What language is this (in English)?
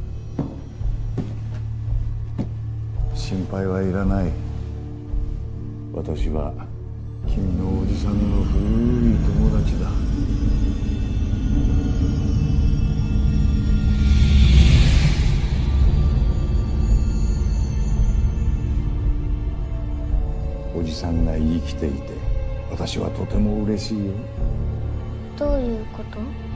Japanese